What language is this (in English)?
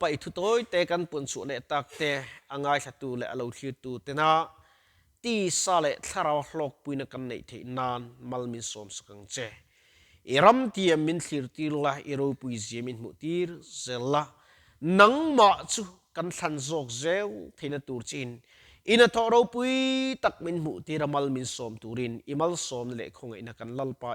Mizo